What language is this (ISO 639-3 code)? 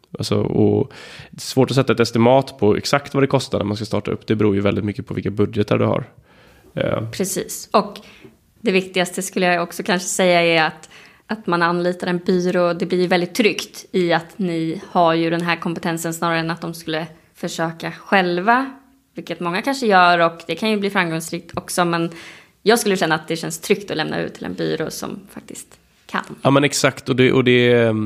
swe